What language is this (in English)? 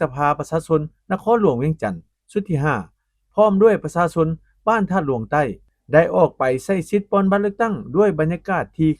Lao